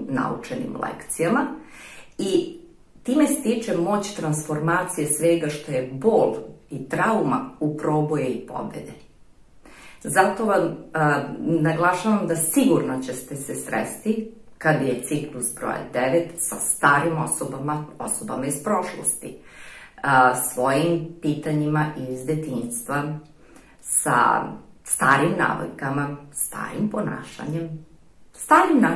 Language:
Serbian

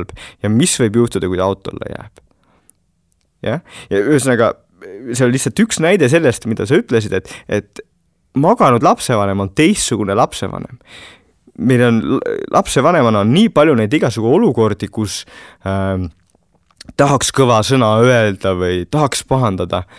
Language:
Estonian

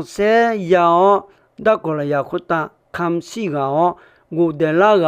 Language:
Akha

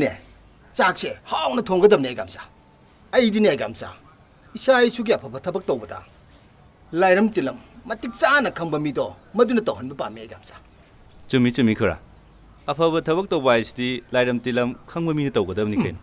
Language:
Manipuri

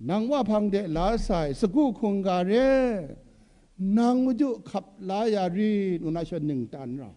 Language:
Kachin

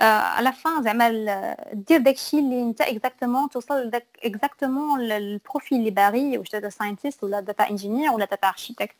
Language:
Moroccan Arabic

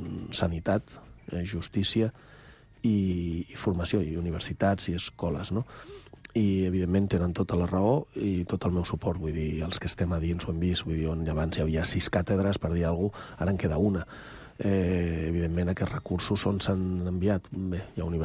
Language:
Catalan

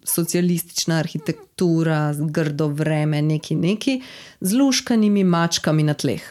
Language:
Slovenian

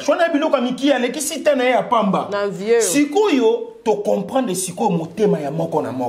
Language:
Lingala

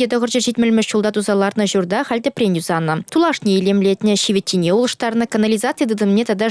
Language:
Chuvash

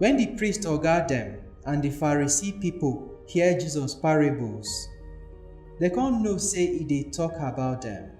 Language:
Nigerian Pidgin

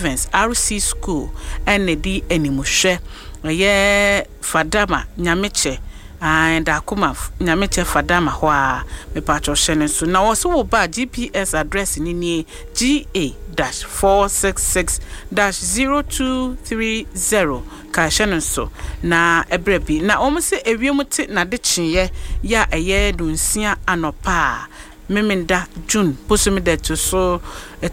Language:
Akan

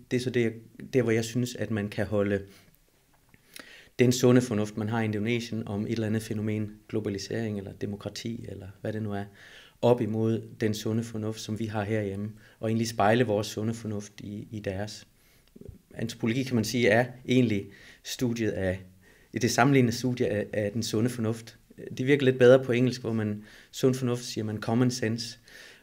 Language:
Danish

